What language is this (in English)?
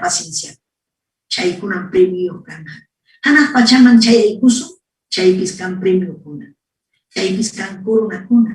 Ayacucho Quechua